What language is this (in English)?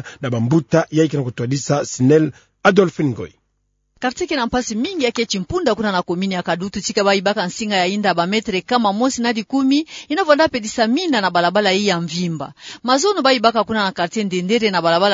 Kituba (Democratic Republic of Congo)